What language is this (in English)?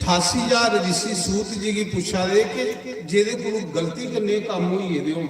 Dogri